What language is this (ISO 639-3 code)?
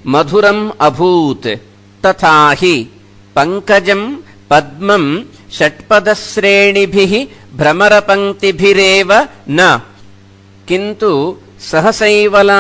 san